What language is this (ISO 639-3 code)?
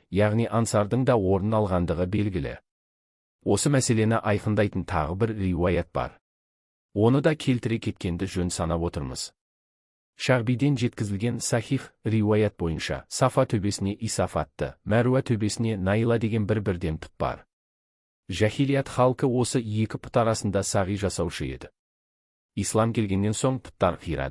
kaz